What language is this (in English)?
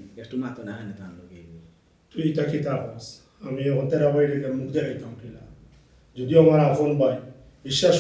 Sylheti